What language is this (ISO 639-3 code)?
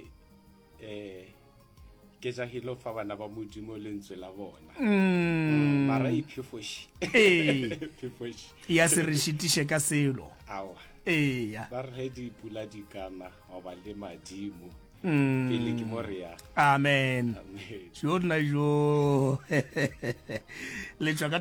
nso